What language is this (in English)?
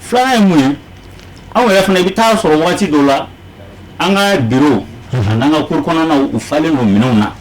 Bambara